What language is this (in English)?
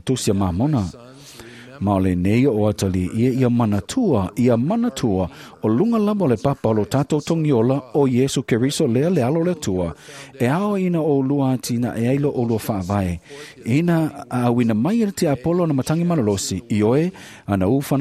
Samoan